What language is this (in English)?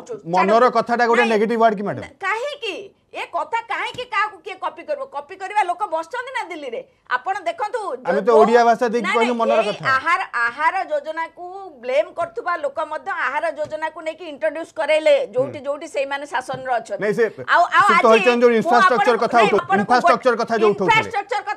Odia